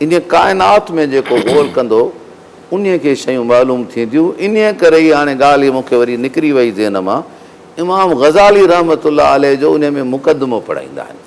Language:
Sindhi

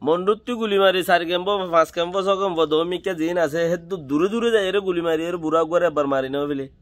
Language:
Rohingya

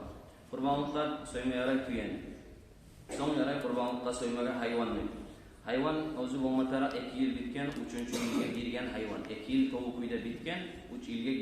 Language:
Kumyk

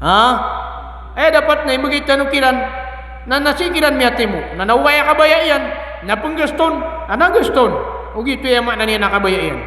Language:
Maranao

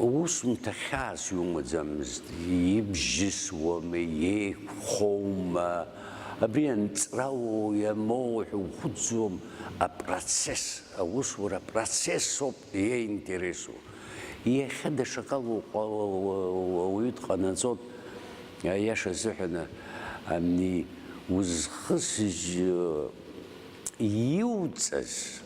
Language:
Abkhazian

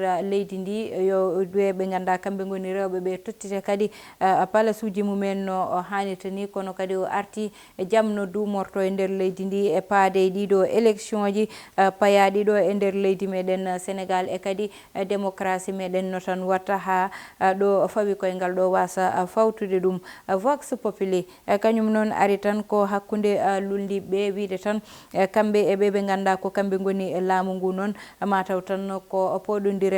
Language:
Fula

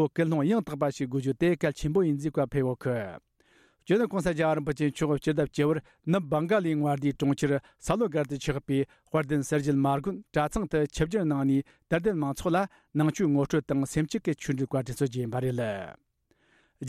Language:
Tibetan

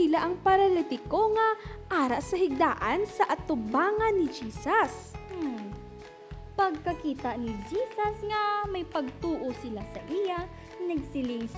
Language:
Hiligaynon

